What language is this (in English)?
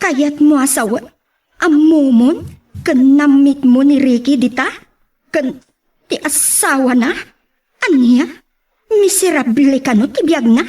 Iloko